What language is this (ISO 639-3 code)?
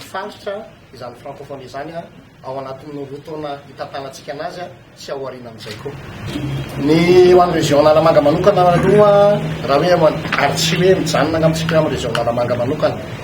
mlg